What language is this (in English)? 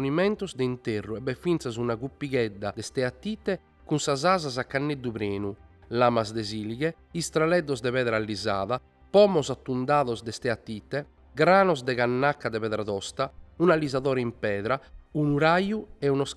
Sardinian